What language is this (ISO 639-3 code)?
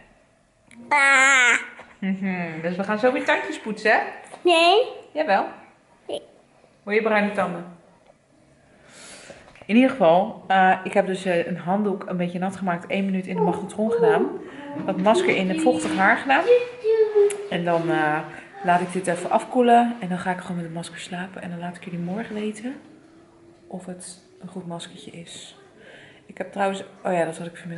nld